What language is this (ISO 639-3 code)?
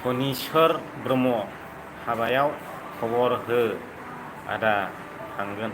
brx